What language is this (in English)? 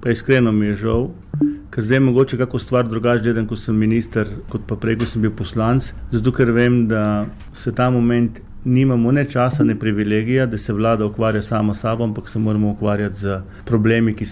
Slovenian